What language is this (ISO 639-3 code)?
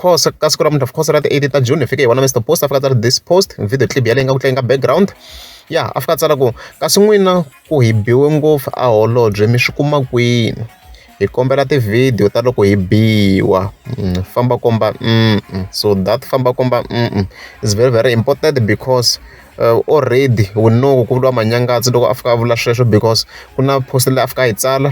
tso